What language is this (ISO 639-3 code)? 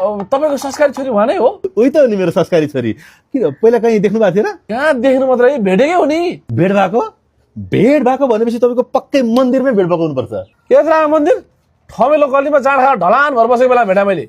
nep